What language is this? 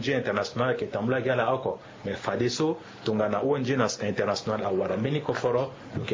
Sango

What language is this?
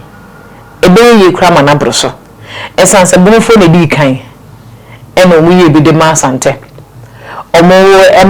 Akan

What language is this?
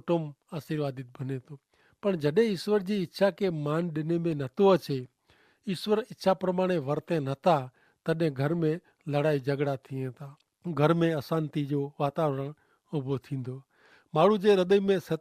Kachhi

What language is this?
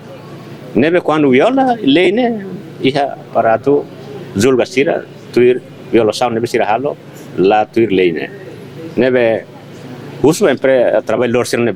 Tetum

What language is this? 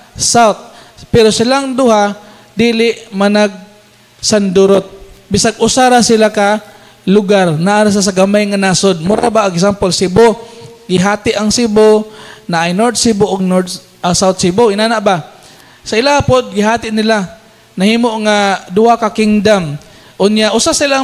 Cebuano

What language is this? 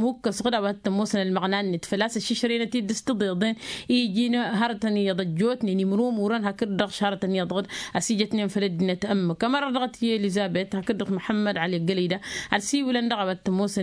Tamasheq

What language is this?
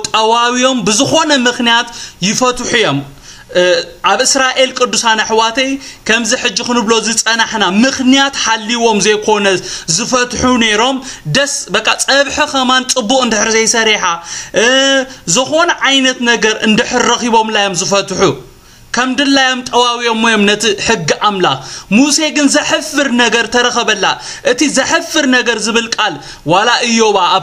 Tigrinya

